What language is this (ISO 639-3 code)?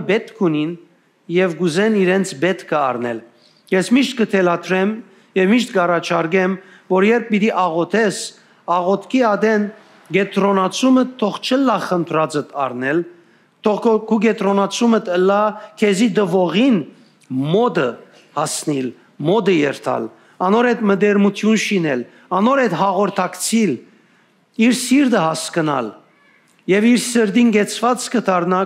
hyw